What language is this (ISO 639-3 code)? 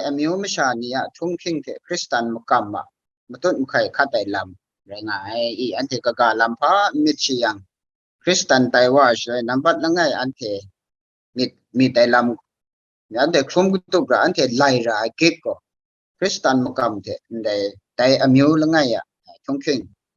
kac